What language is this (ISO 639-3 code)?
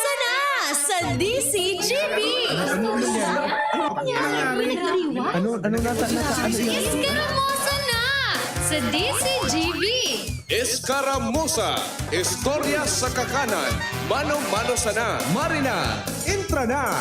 bik